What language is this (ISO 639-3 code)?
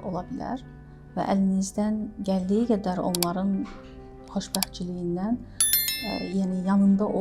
aze